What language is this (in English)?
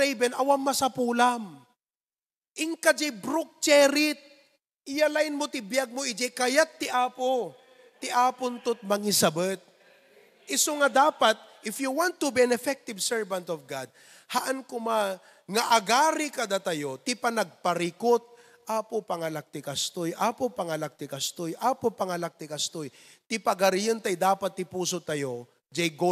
Iloko